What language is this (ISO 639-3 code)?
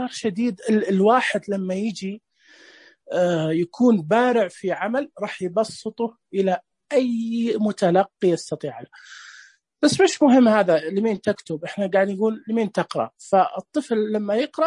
ars